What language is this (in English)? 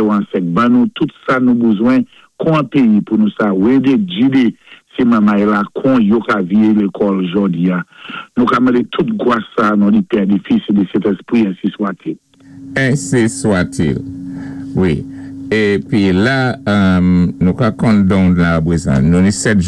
Saint Lucian Creole French